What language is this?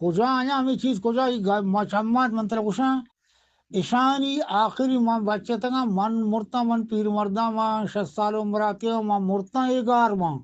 Eastern Balochi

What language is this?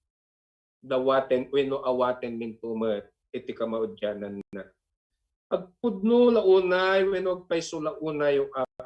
Iloko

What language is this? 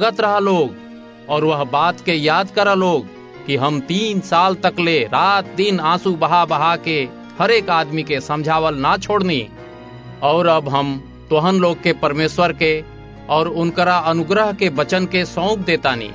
Bhojpuri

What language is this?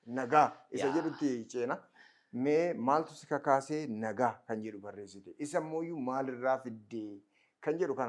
Oromo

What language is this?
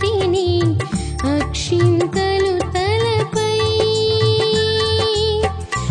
Telugu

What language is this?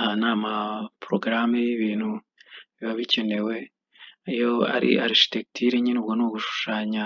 Kinyarwanda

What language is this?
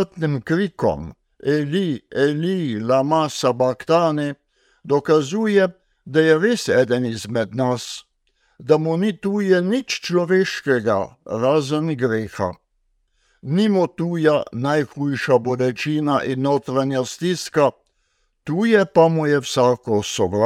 Slovenian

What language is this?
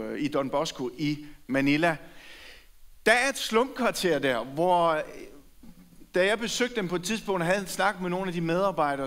Danish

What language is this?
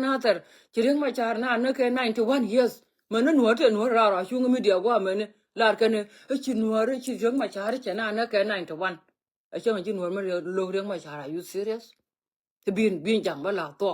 Nuer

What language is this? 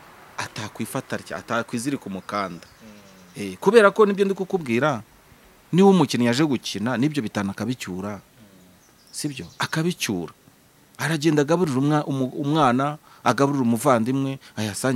Kinyarwanda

